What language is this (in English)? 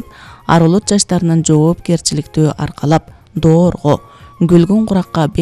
Kyrgyz